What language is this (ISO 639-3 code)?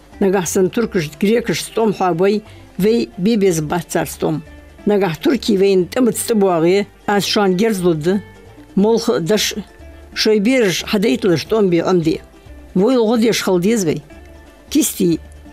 inh